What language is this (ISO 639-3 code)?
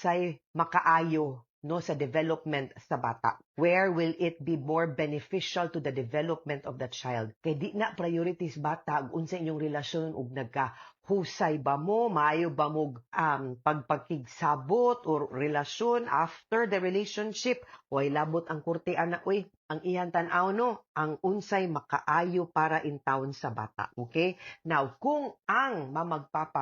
ceb